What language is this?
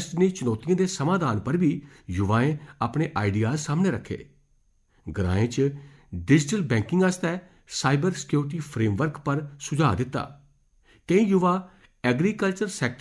Dogri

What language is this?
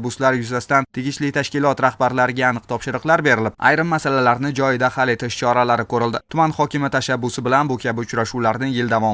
Uzbek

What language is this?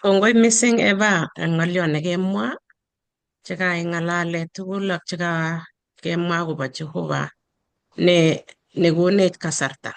Kalenjin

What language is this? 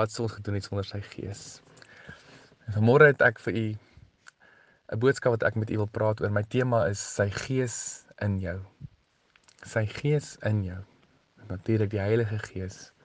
Afrikaans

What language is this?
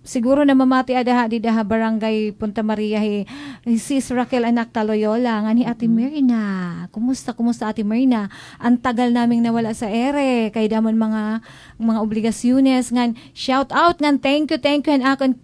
Waray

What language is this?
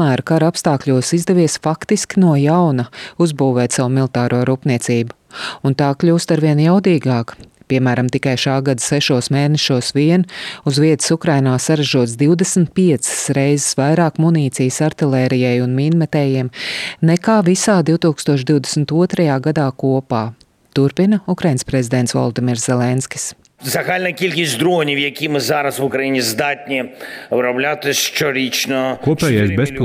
Latvian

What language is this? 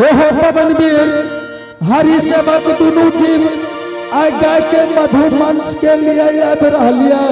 Angika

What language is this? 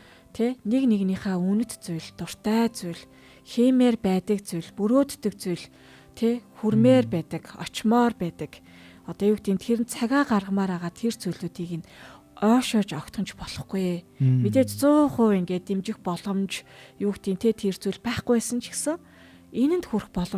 Mongolian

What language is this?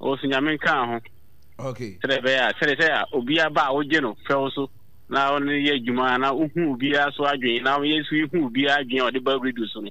Akan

